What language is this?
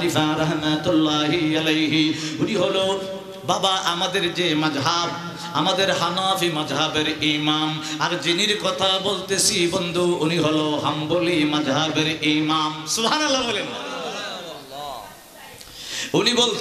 Bangla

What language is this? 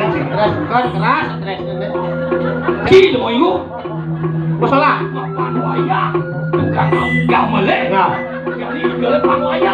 Balinese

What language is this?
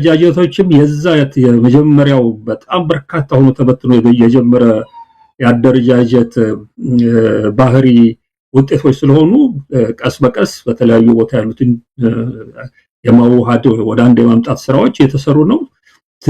Amharic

